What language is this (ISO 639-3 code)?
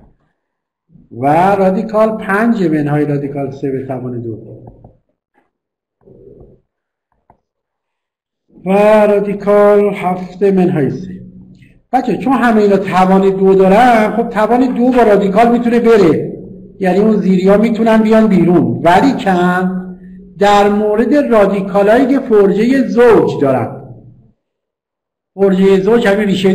fas